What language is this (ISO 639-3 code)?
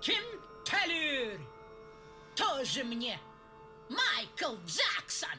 sah